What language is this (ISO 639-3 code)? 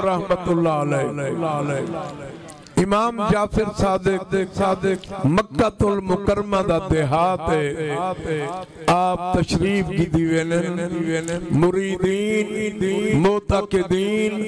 skr